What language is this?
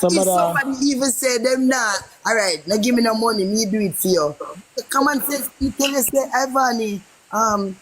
Jamaican Creole English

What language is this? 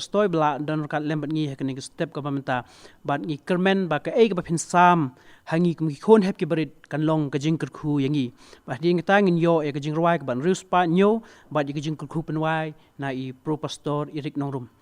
Khasi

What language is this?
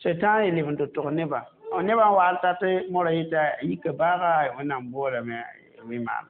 Mossi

